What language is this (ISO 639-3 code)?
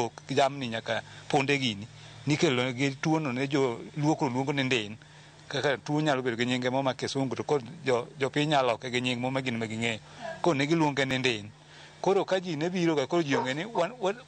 luo